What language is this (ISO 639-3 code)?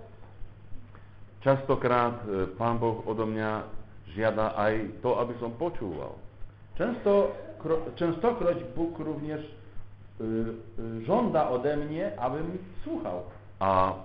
slk